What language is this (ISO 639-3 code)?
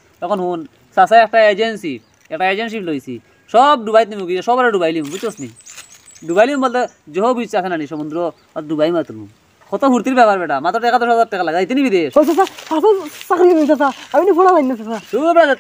syl